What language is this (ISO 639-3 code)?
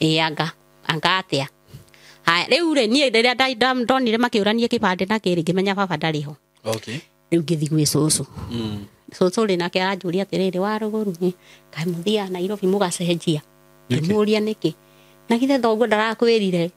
kik